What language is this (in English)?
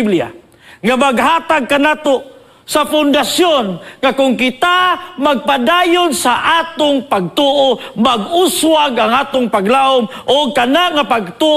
Cebuano